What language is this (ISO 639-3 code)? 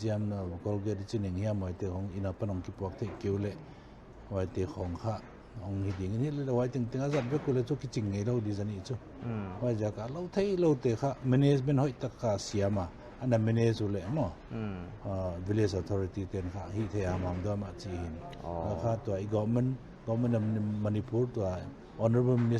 pck